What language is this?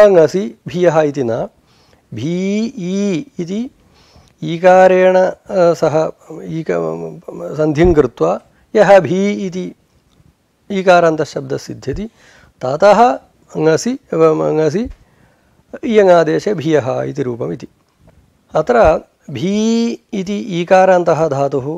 Sanskrit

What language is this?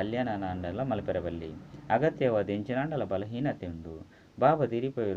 Tulu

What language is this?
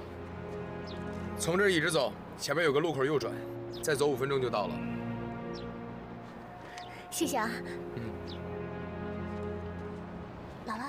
Chinese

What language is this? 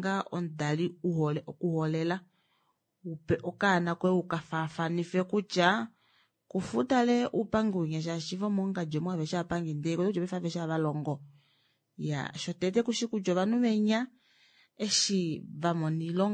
Kuanyama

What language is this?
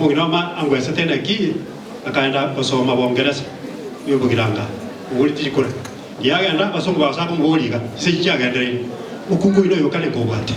Gusii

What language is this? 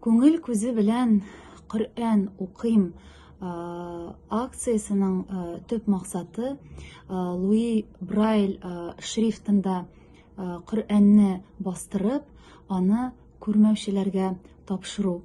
Tatar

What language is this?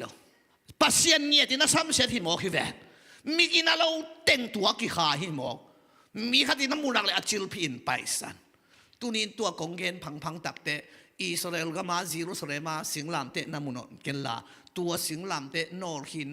Tedim Chin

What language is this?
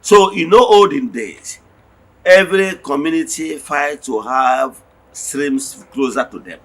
Igbo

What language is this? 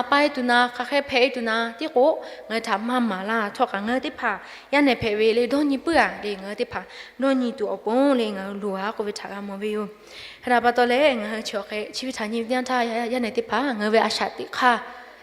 Lahu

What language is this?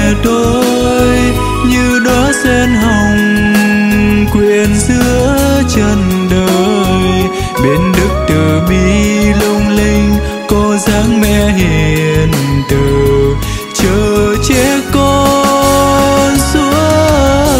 Vietnamese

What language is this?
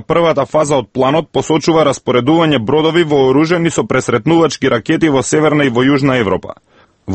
Macedonian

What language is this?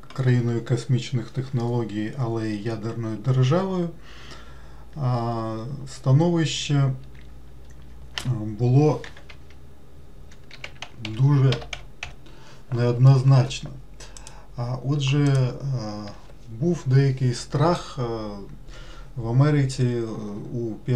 Ukrainian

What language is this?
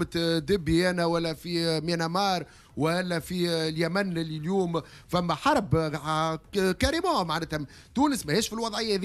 Tunisian Arabic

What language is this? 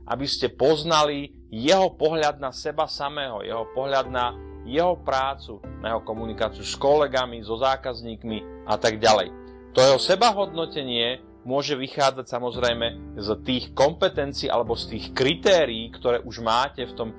Slovak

